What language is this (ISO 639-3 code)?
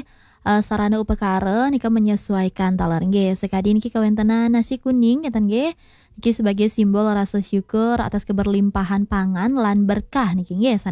ban